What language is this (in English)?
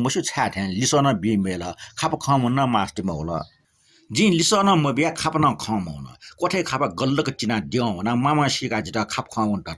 Newari